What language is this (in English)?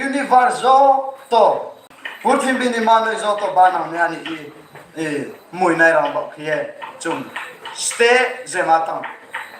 Riang (India)